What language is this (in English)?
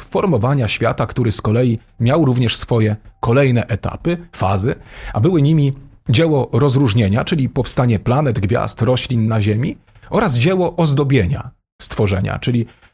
Polish